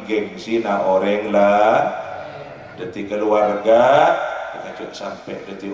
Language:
Madurese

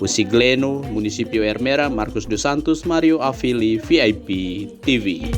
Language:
Tetum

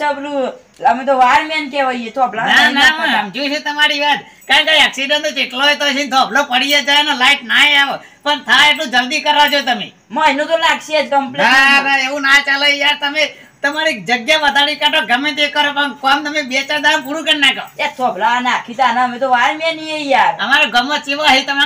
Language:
Gujarati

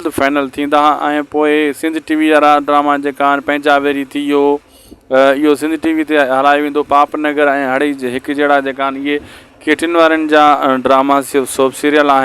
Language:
Sindhi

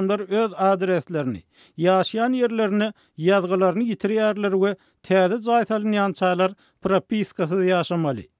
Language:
Turkmen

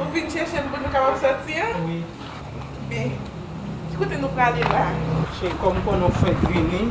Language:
Haitian Creole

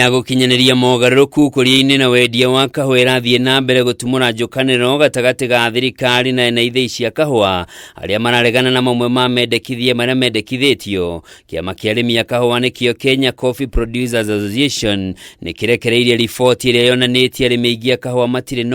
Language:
Kikuyu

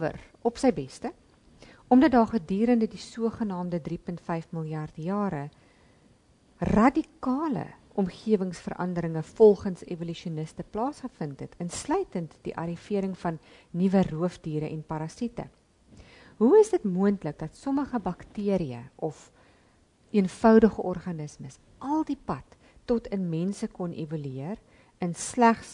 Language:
Afrikaans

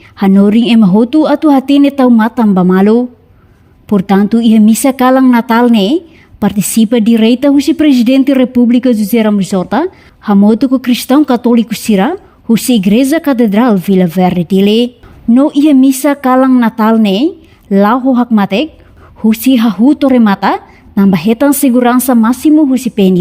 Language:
Tetum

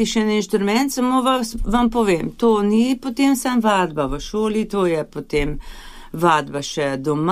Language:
Slovenian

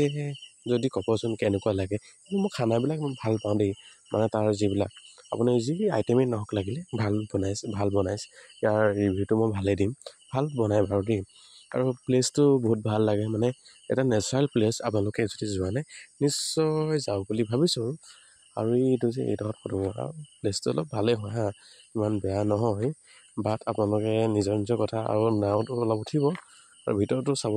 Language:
Assamese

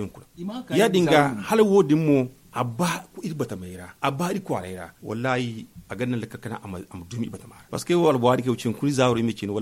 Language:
Zarma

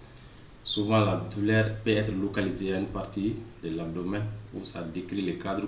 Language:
French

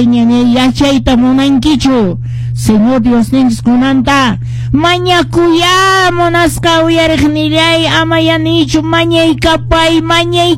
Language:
Quechua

